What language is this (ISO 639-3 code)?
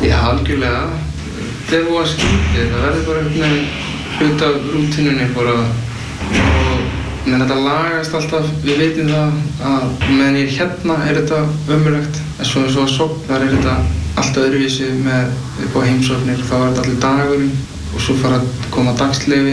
isl